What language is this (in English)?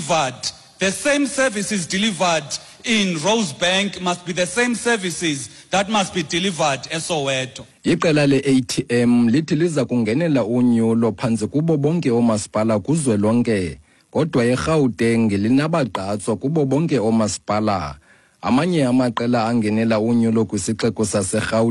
Xhosa